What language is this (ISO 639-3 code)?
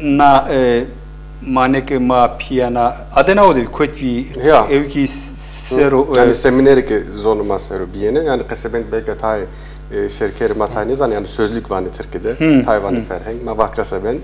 zza